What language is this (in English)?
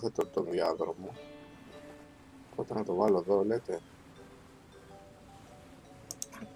Greek